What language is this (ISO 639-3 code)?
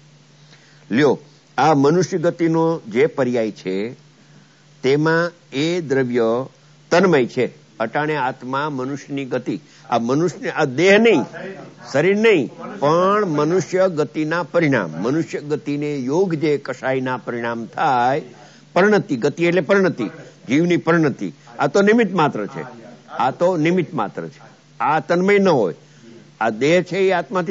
guj